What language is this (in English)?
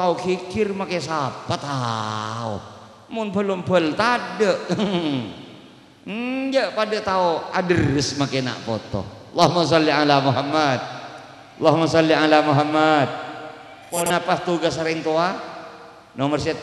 Madurese